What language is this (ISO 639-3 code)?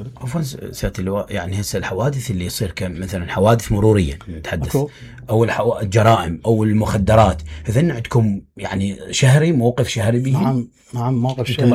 acm